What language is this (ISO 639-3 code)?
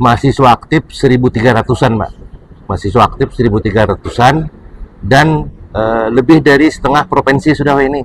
bjn